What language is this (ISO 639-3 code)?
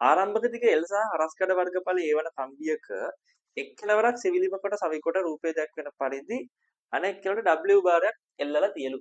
sin